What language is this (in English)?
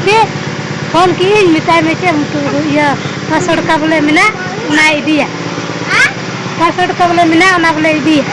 Santali